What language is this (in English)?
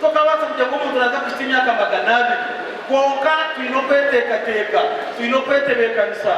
Nyankole